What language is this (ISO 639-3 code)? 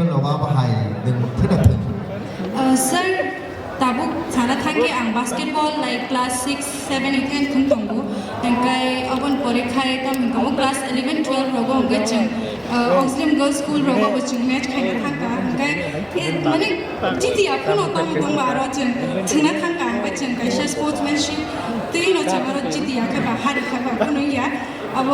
trp